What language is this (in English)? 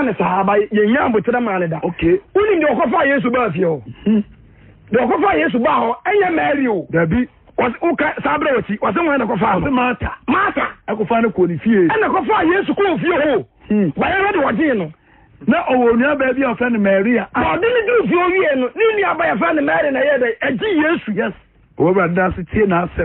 Akan